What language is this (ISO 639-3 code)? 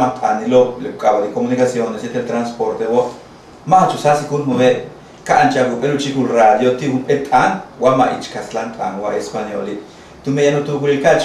yua